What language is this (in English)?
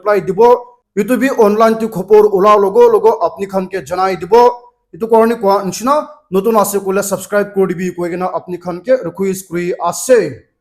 Naga Pidgin